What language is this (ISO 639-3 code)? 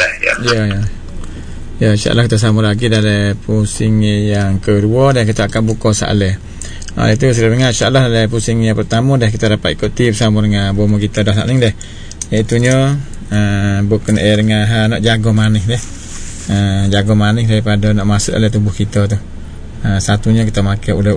msa